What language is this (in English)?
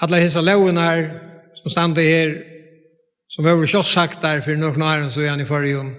Faroese